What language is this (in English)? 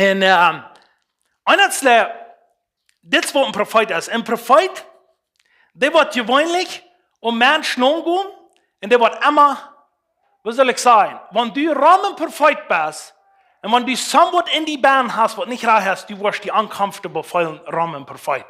Plautdietsch